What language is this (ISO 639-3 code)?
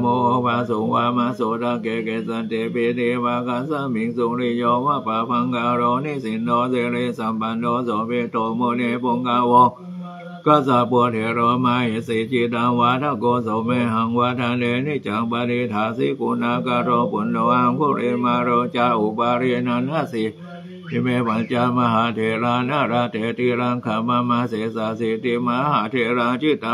pli